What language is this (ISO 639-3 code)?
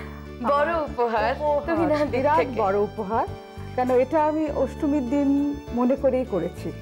ben